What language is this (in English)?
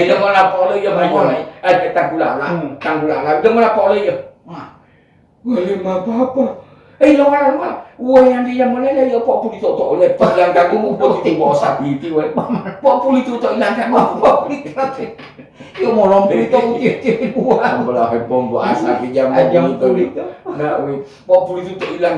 Gorontalo